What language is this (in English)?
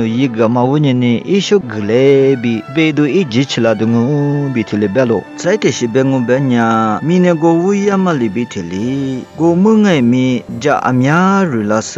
Lisu